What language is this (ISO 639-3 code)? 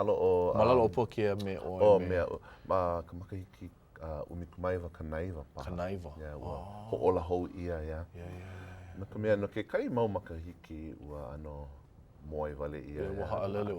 haw